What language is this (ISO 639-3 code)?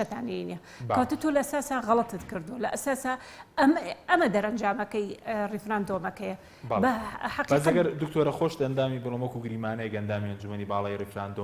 ckb